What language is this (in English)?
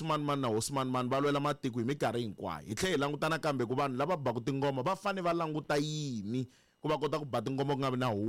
Tsonga